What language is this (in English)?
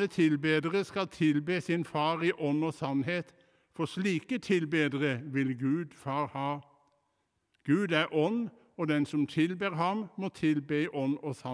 Norwegian